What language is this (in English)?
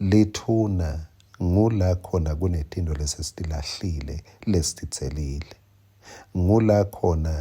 Swati